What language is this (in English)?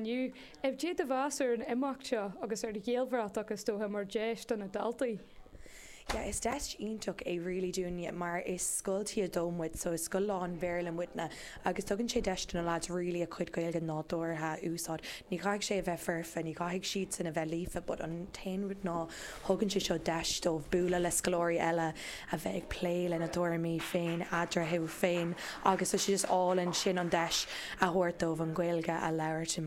Irish